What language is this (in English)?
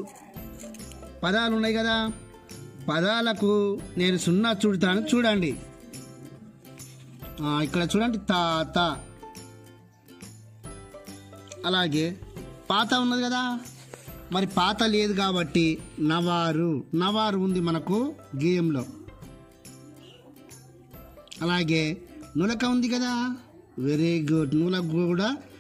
Telugu